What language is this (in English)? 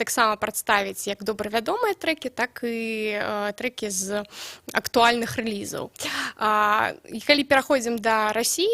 Belarusian